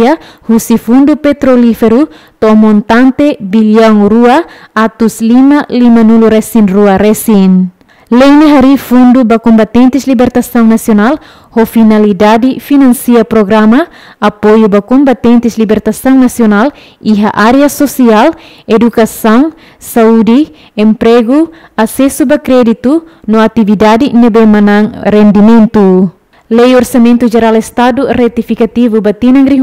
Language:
Tetum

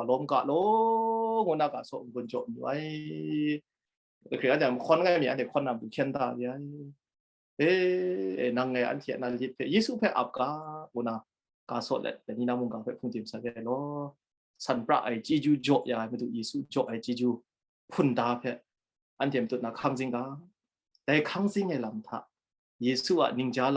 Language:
Kachin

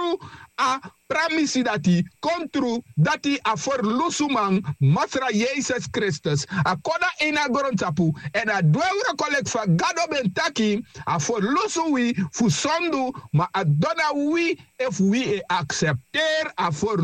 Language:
Sranan Tongo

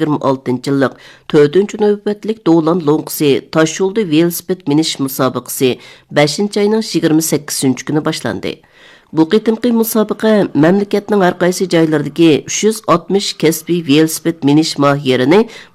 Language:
Uyghur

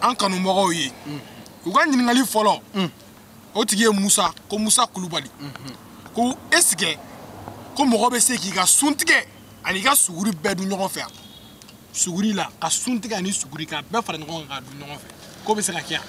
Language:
Bambara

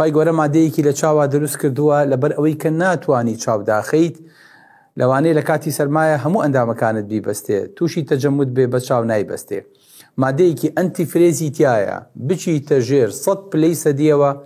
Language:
Central Kurdish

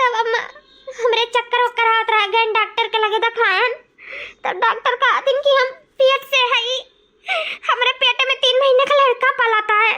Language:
Awadhi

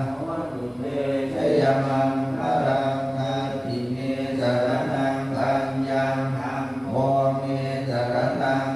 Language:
Pali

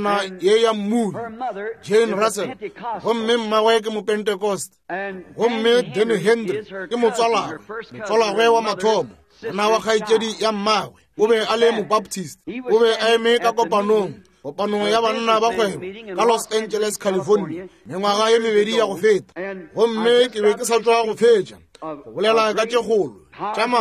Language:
Northern Sotho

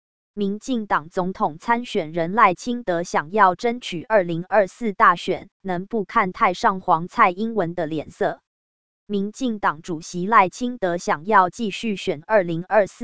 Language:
Chinese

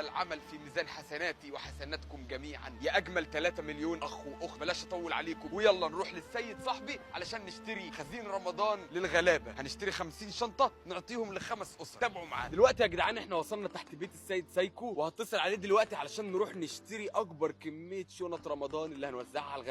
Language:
Egyptian Arabic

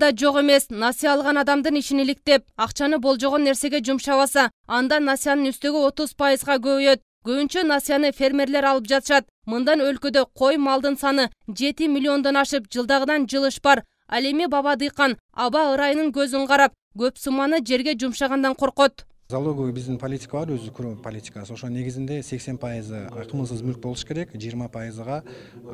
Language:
Kyrgyz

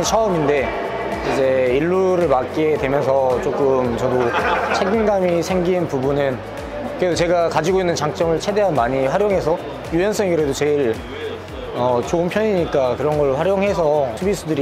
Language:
Korean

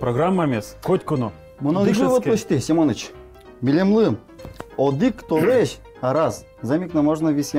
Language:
Udmurt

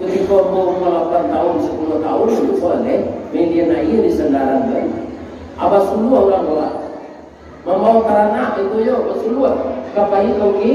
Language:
Minangkabau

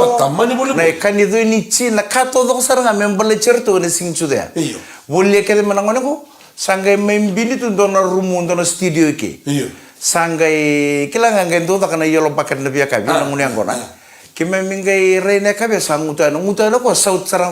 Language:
Fijian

